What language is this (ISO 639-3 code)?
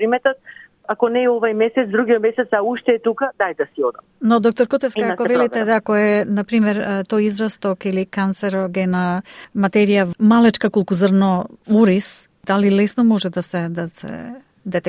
mkd